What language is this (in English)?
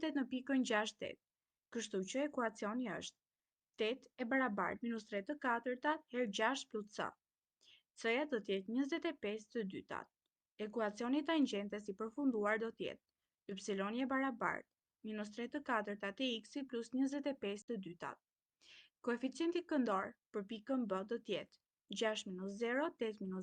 Albanian